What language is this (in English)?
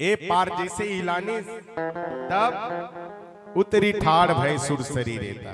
Chhattisgarhi